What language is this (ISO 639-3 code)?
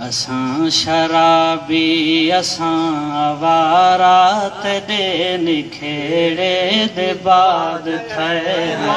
skr